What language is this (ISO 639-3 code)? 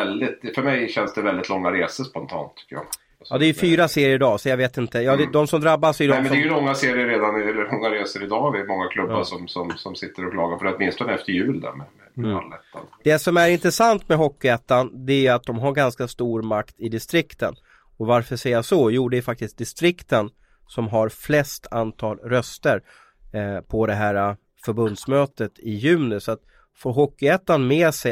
swe